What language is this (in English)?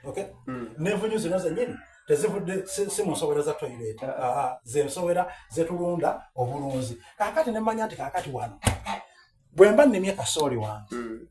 Soga